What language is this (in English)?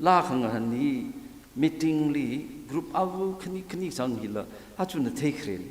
Tangkhul Naga (India)